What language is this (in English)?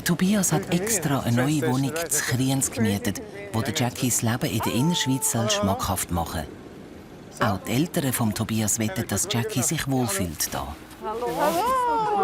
Swiss German